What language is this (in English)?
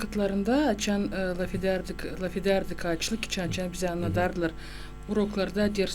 Gagauz